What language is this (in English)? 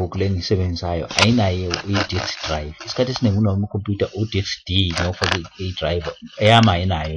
Zulu